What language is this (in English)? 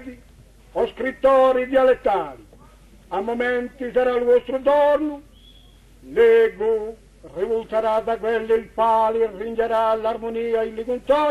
Corsican